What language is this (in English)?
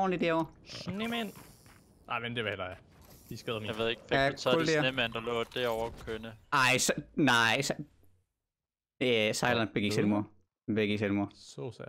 Danish